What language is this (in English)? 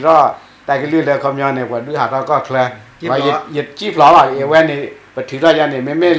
S'gaw Karen